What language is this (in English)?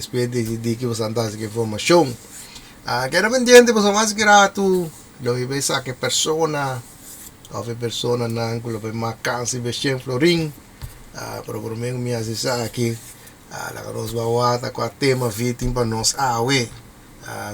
Papiamento